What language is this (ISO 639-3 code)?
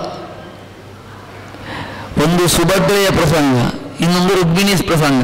kan